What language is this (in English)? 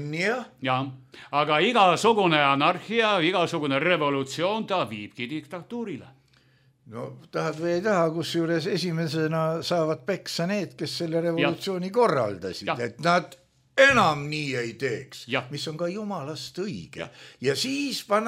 Estonian